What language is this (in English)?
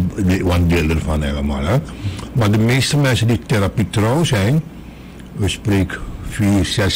Dutch